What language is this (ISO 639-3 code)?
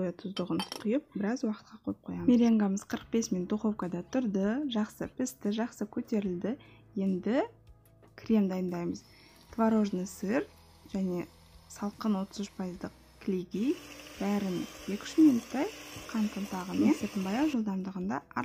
kaz